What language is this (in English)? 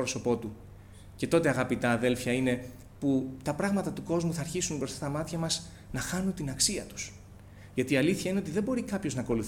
Greek